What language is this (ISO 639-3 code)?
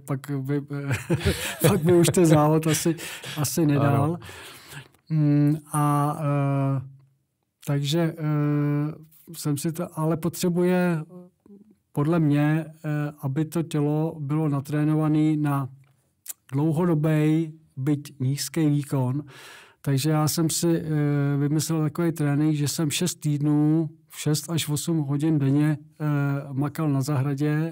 ces